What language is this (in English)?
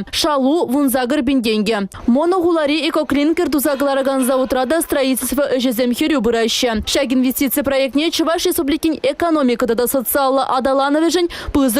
Chuvash